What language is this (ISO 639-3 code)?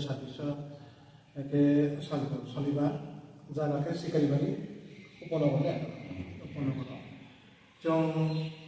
ria